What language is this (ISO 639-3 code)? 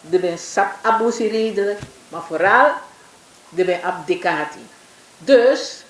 srn